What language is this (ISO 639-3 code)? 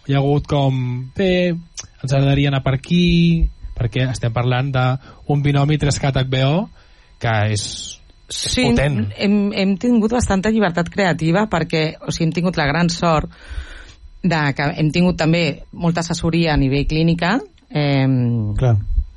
cat